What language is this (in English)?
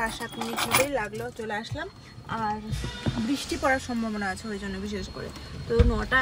Bangla